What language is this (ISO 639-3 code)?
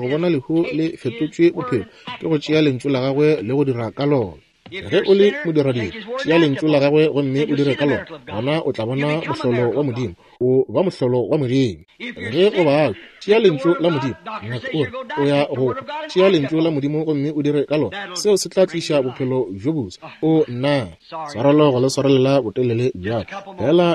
nso